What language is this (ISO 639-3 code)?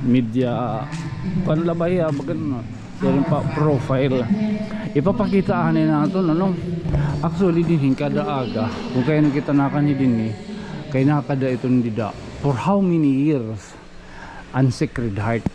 war